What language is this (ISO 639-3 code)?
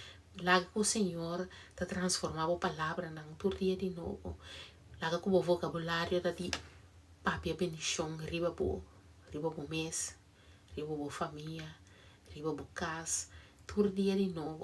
pap